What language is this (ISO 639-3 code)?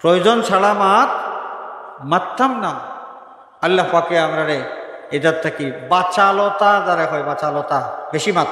syl